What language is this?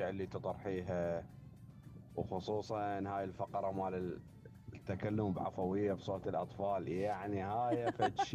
Mesopotamian Arabic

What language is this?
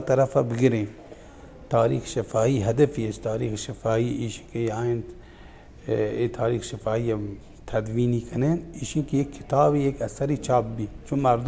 Baluchi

